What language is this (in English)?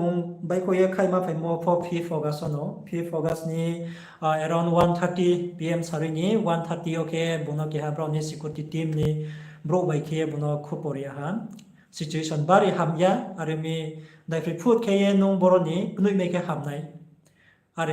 Riang (India)